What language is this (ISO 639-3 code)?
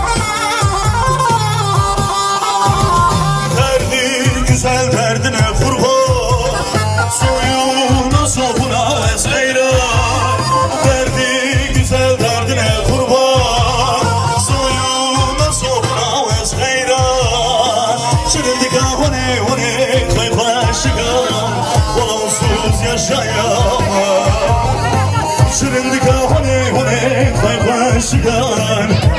tur